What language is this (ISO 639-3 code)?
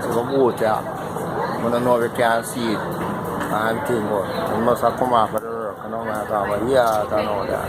jam